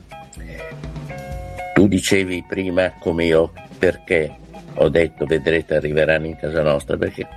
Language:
Italian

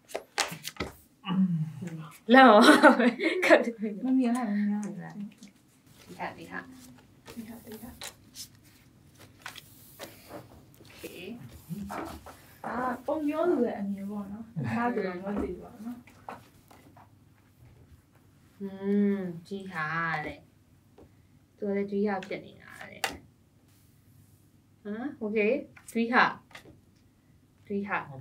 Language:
Burmese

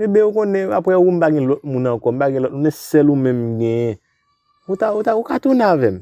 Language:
Haitian Creole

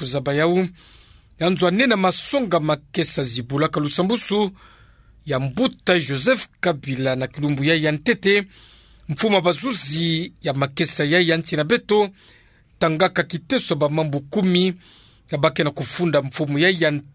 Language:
Kituba (Democratic Republic of Congo)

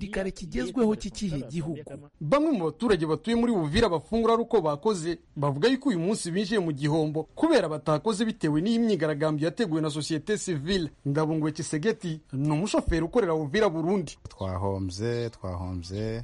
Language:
Kinyarwanda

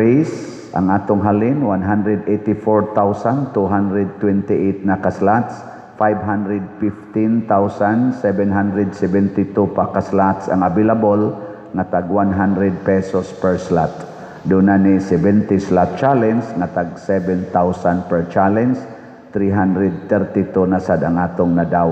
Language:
Cebuano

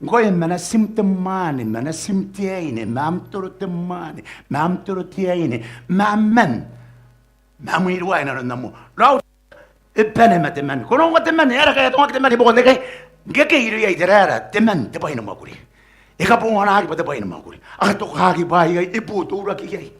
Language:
Gilbertese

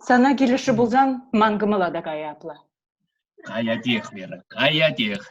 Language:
Chuvash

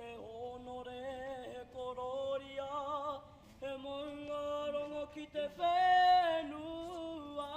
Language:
Māori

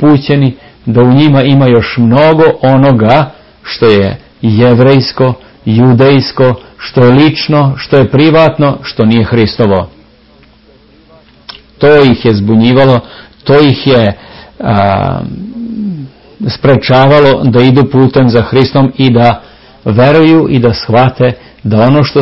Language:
Serbian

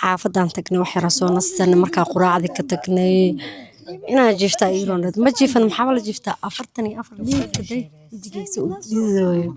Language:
Somali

